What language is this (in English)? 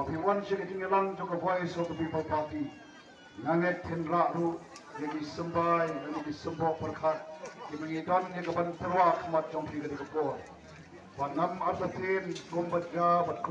Khasi